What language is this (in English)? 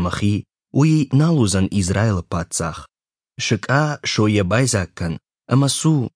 Ossetic